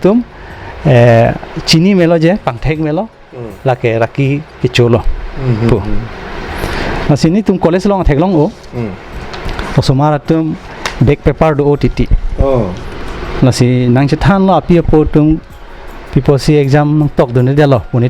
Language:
Karbi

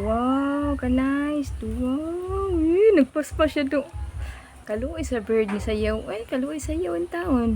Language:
Cebuano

